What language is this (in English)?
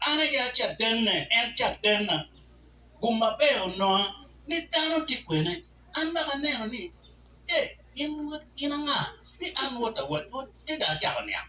Acoli